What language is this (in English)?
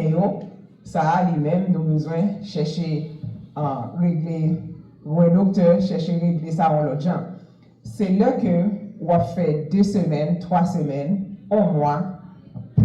Haitian Creole